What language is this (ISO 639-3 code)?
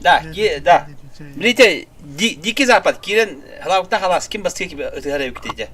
sah